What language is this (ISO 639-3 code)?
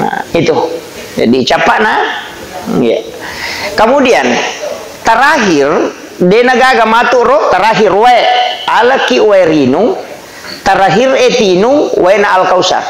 bug